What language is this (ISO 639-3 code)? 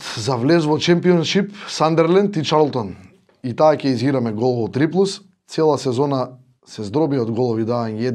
mkd